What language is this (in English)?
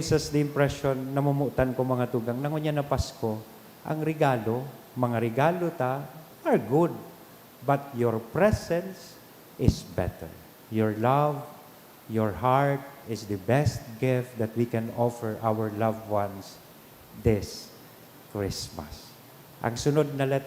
Bikol